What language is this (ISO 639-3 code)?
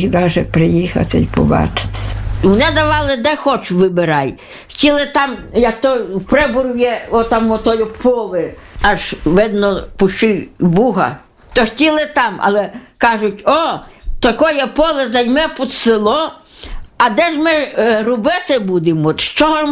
ukr